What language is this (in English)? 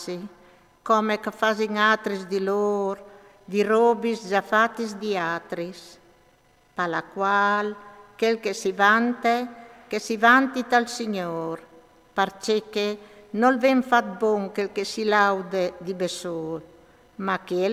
Friulian